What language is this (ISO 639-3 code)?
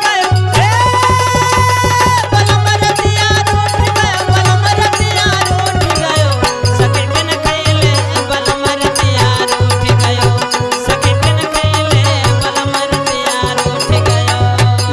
bho